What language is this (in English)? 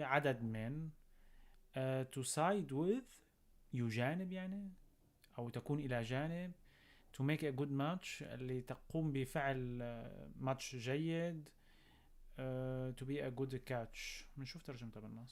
North Levantine Arabic